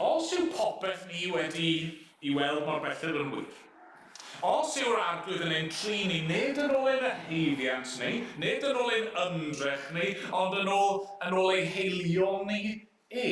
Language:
Welsh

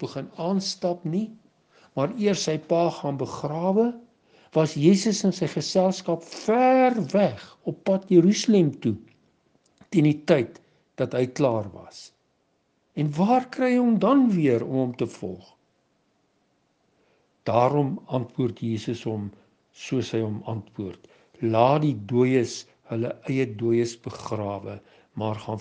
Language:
Afrikaans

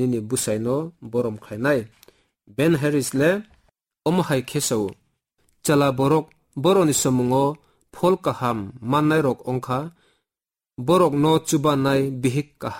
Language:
Kok Borok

